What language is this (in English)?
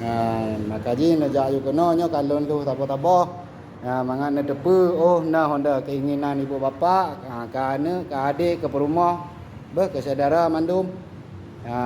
Achinese